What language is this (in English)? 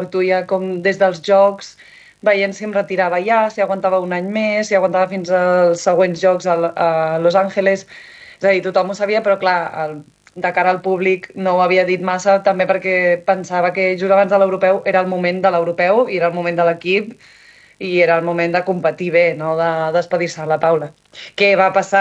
Catalan